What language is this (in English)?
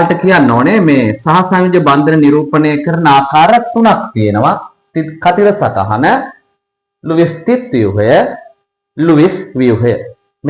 Sinhala